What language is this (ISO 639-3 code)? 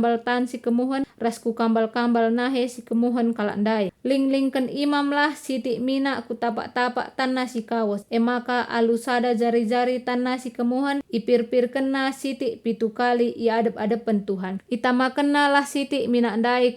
btx